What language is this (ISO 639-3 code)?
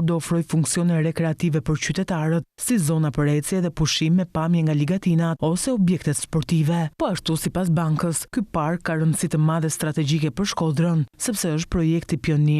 sqi